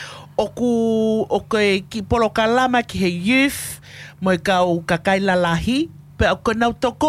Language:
Tongan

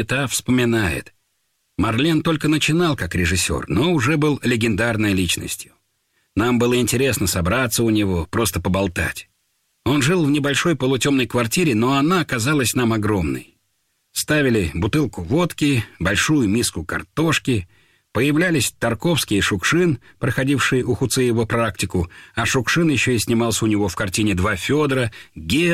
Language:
Russian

